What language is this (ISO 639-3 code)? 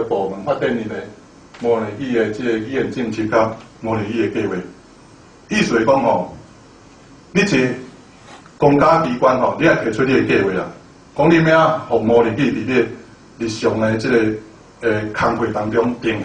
nan